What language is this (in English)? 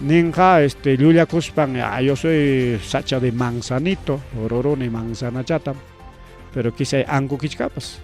Ayacucho Quechua